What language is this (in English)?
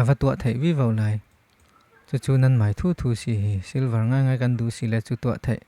Falam Chin